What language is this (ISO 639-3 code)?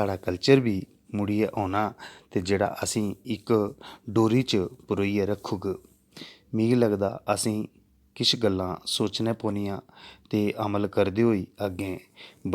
doi